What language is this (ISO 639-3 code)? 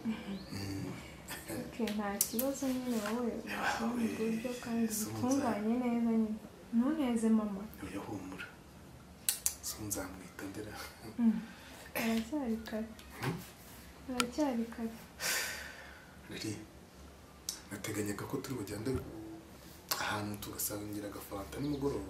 kin